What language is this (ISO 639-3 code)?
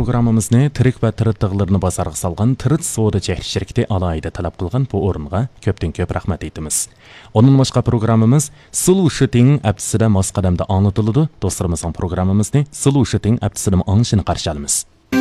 uig